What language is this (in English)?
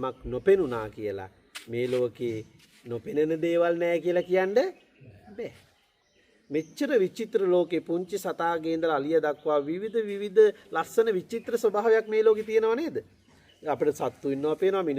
Sinhala